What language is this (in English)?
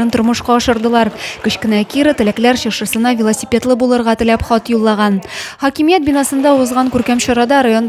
Tatar